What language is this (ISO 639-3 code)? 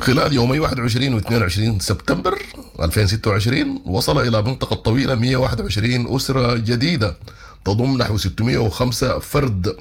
apd